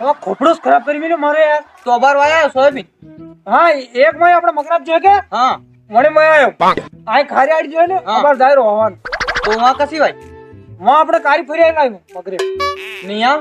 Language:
Rajasthani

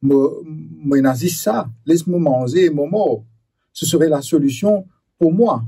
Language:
Morisyen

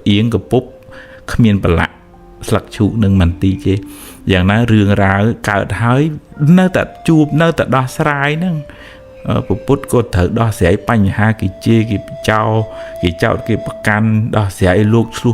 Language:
Khmer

